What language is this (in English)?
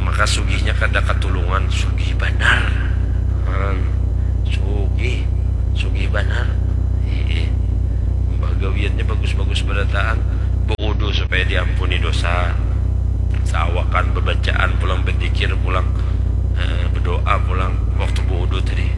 Banjar